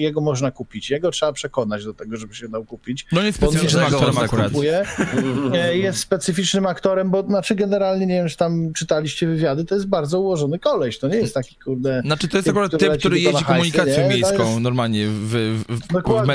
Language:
Polish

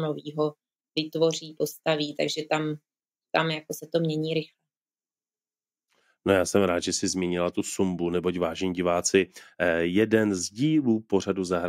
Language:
Czech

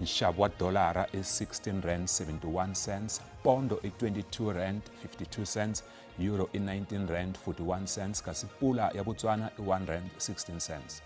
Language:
Tsonga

